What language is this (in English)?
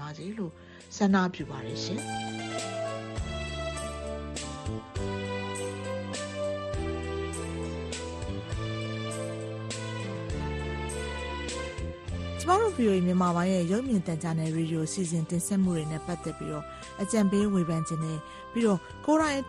Burmese